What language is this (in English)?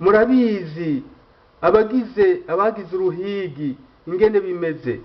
Rundi